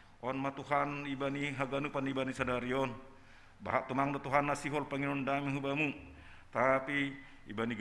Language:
Batak Simalungun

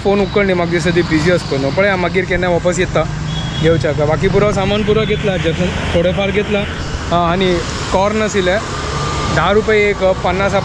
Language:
Konkani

